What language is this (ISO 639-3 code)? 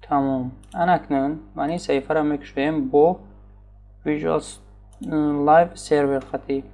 tgk